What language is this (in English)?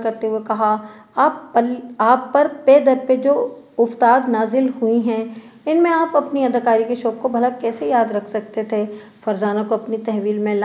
Urdu